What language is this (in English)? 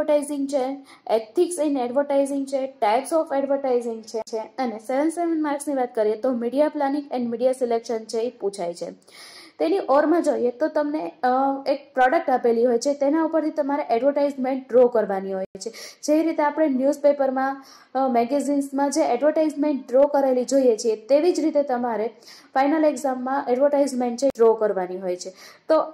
Gujarati